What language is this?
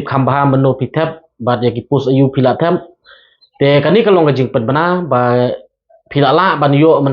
Khasi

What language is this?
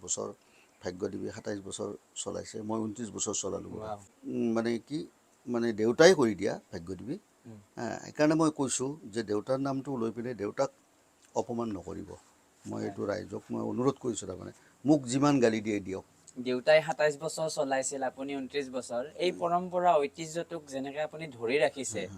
Assamese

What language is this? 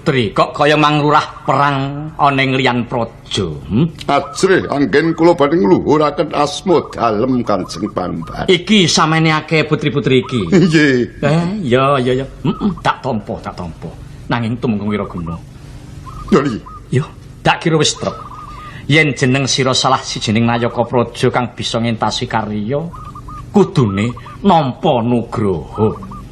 Javanese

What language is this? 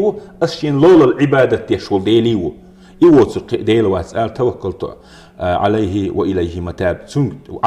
Chechen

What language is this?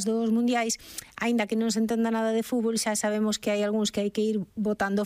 Galician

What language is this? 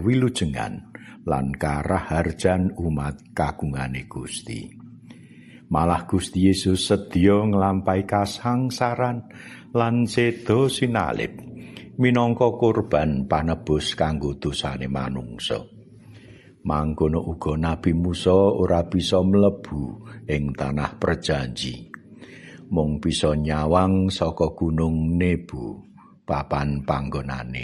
Javanese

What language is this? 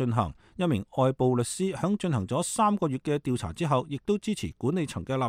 Cantonese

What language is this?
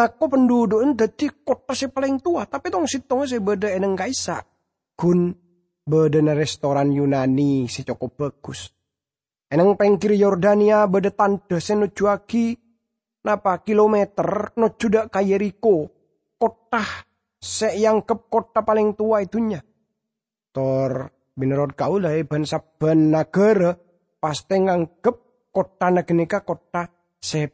Madurese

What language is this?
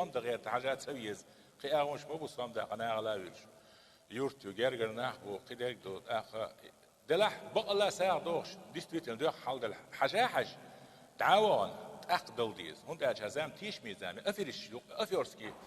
Chechen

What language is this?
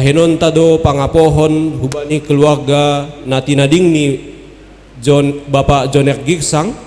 Batak Simalungun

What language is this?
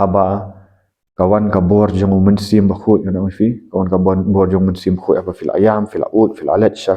Khasi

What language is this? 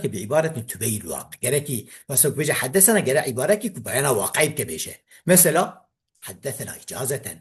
Kurdish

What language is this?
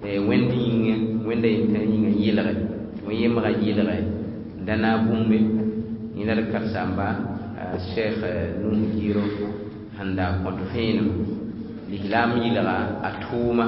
Mossi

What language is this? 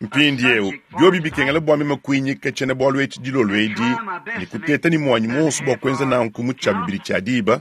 Luba-Lulua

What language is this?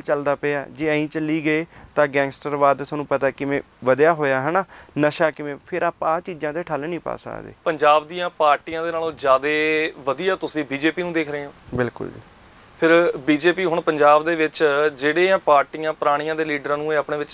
Punjabi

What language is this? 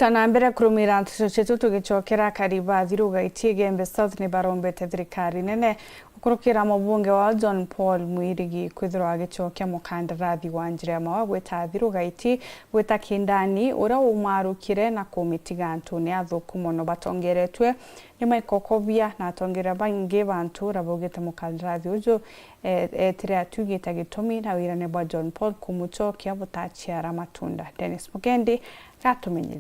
Meru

